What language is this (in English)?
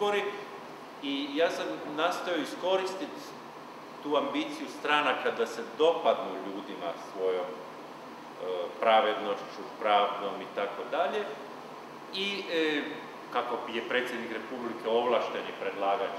Croatian